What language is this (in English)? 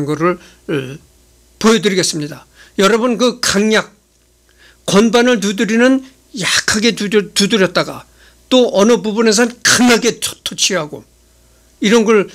Korean